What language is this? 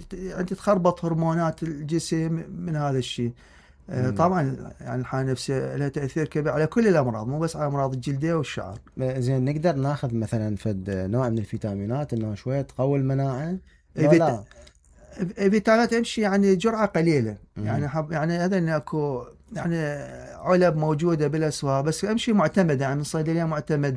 Mesopotamian Arabic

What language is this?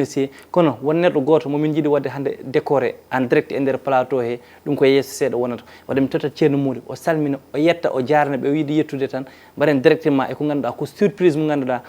Fula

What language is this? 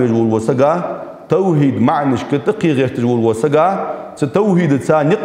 Ingush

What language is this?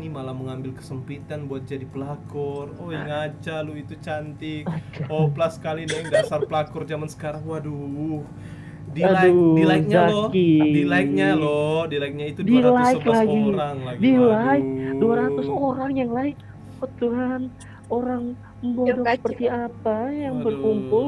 Manado Malay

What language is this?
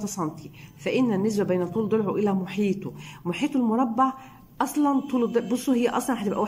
Egyptian Arabic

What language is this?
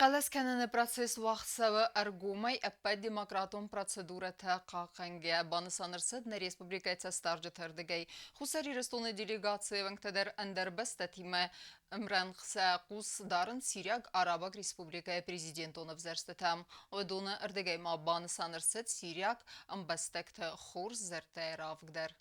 Ossetic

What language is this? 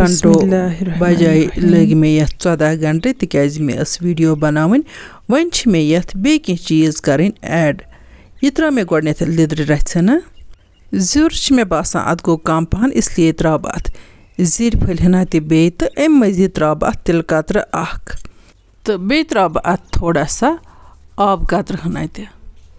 Kashmiri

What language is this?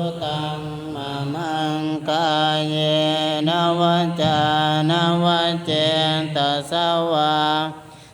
Pali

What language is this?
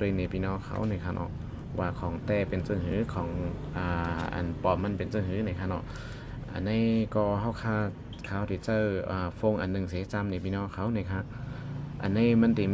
Shan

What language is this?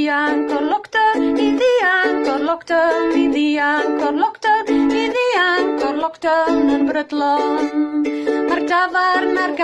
Welsh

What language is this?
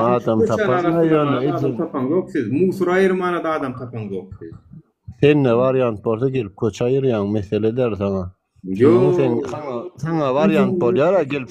Turkmen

